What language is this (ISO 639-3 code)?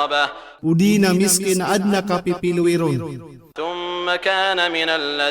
mrw